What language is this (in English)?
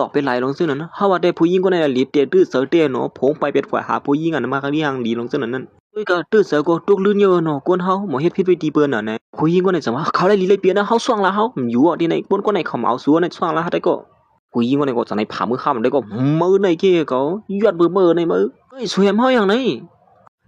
Shan